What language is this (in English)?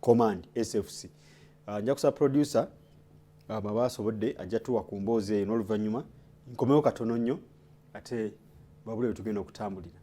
Ganda